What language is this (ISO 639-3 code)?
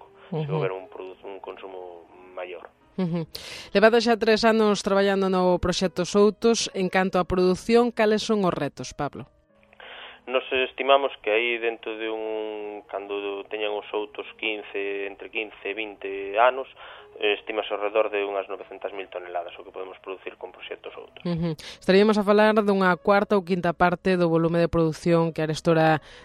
glg